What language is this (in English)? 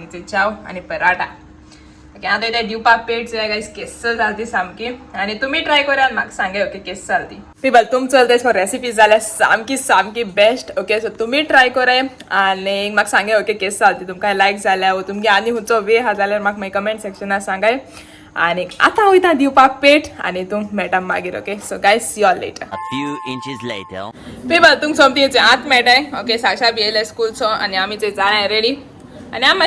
Konkani